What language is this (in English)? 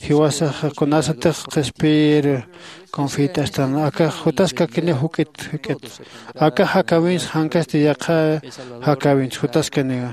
Aymara